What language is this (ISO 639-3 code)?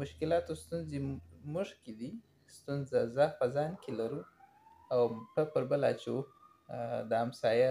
pus